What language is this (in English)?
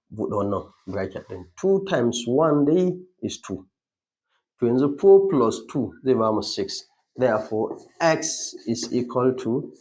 Hausa